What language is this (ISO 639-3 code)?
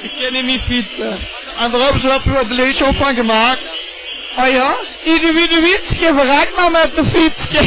lim